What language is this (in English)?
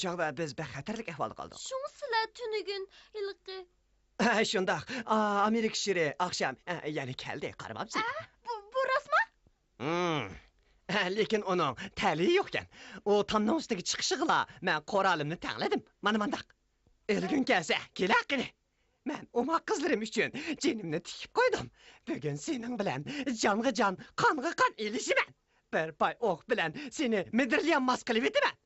Uyghur